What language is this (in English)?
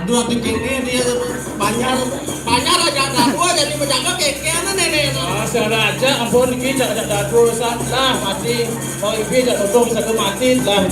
Balinese